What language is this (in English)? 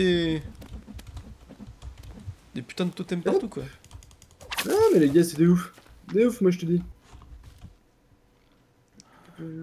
French